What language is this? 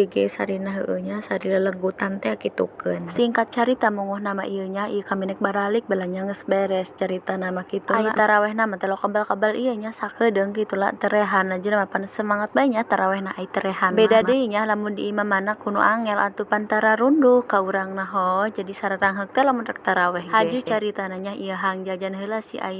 Sundanese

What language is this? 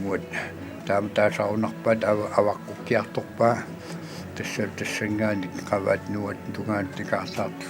Kalaallisut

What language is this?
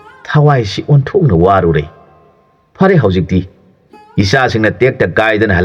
Manipuri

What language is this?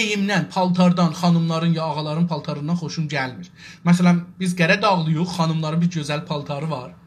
South Azerbaijani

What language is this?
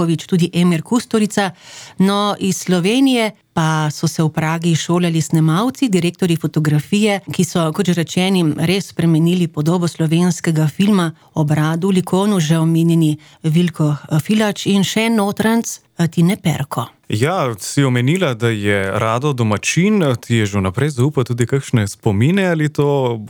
Slovenian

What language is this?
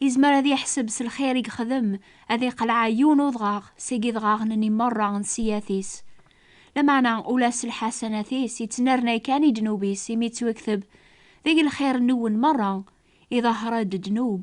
Kabyle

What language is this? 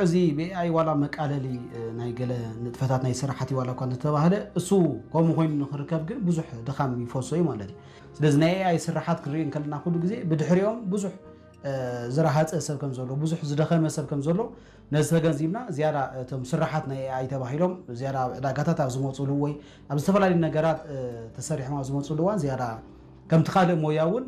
Tigrinya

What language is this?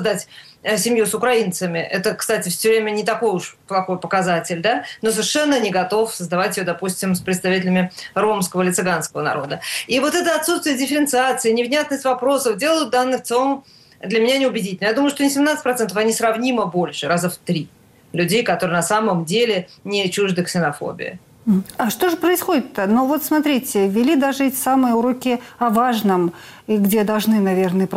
Russian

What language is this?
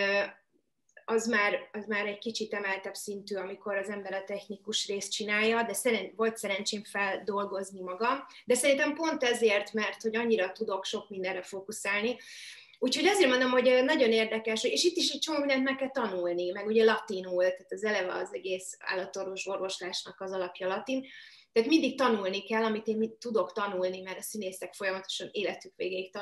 Hungarian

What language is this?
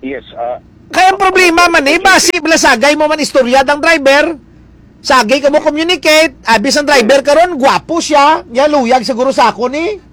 Hiligaynon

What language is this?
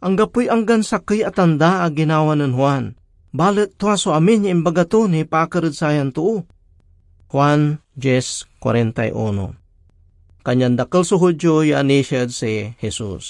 Pangasinan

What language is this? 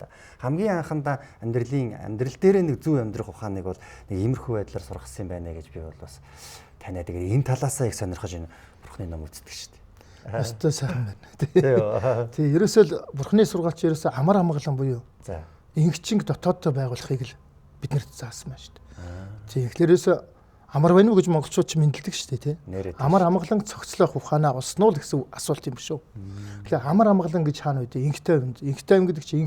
Mongolian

